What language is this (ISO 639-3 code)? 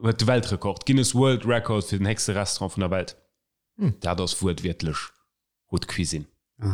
ltz